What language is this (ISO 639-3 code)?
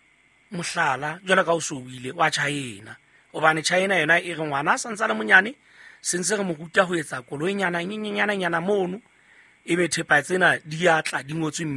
sot